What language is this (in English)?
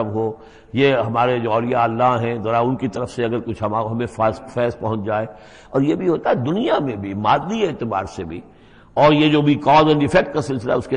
Urdu